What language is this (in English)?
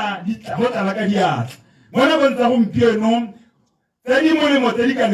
Tswana